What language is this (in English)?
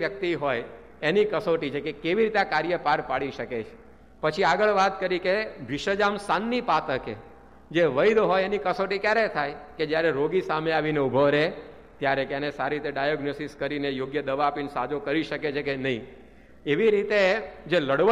Gujarati